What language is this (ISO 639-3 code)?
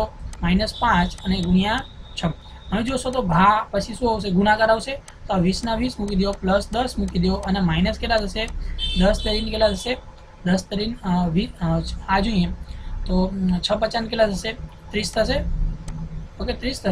guj